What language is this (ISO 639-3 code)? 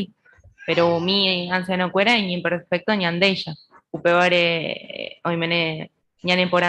grn